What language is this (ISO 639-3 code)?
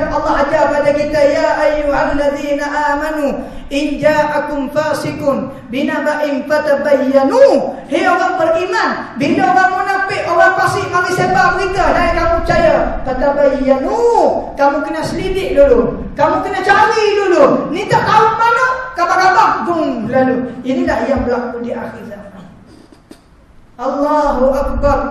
msa